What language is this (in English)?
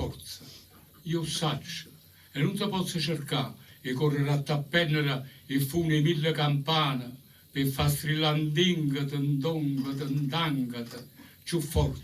Neapolitan